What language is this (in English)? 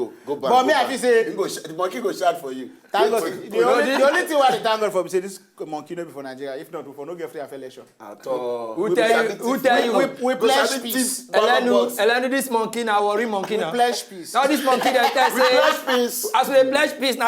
Nigerian Pidgin